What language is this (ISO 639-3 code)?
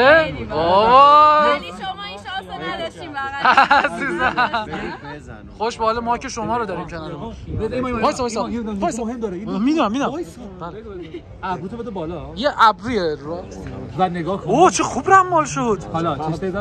fas